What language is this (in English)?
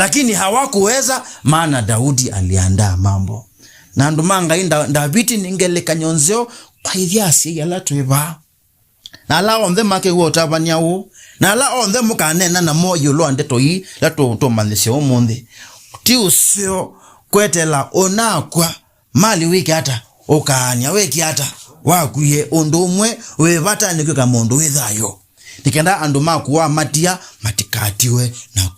Kamba